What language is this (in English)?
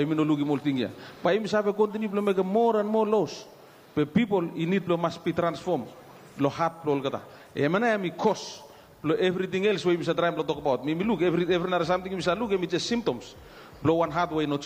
Bislama